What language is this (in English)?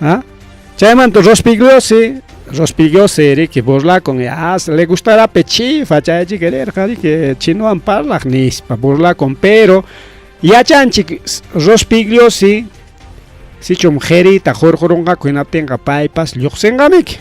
Ayacucho Quechua